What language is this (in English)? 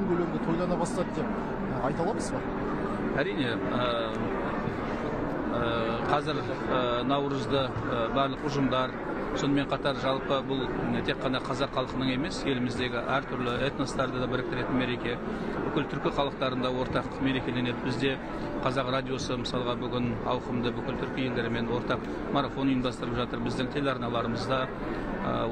Kazakh